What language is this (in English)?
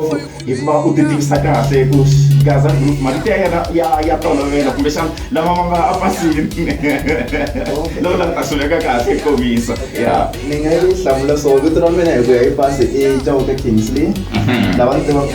Tsonga